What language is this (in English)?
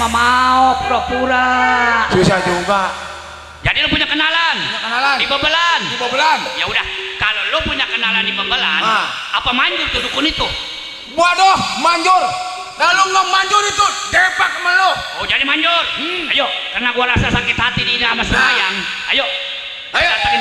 Betawi